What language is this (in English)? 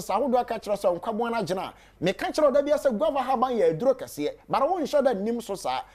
Akan